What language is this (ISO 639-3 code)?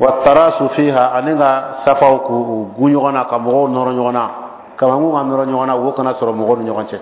bam